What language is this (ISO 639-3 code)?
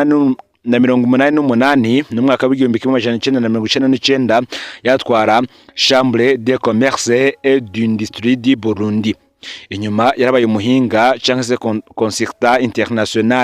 run